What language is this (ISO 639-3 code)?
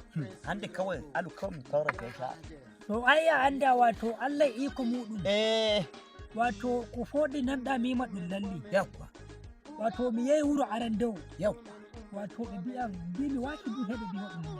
fuv